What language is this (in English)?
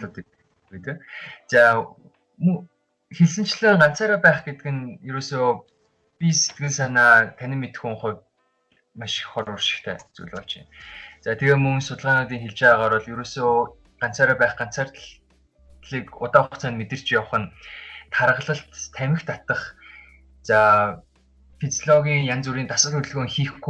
Mongolian